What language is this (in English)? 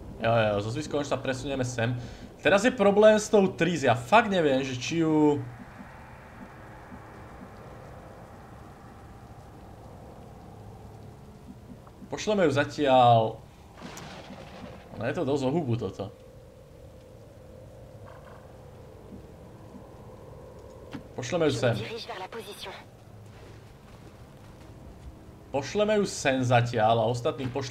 Slovak